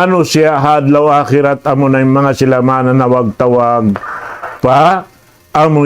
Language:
Tausug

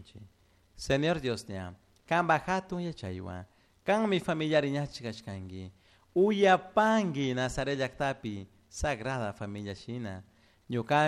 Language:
Chimborazo Highland Quichua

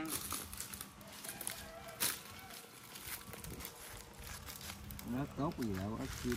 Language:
Vietnamese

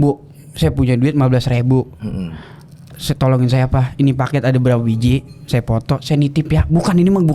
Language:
Betawi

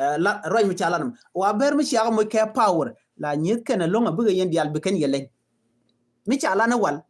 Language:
Nuer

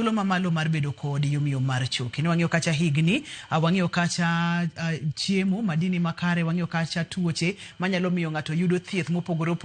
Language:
Luo (Kenya and Tanzania)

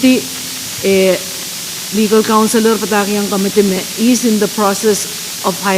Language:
Pohnpeian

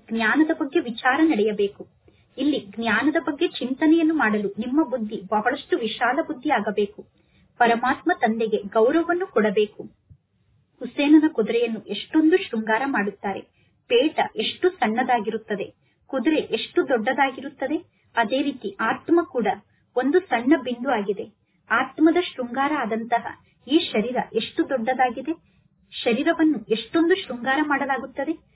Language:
Kannada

